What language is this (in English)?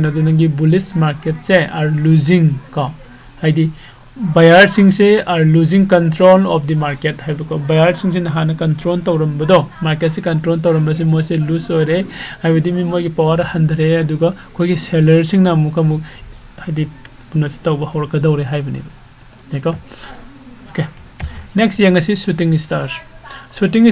Manipuri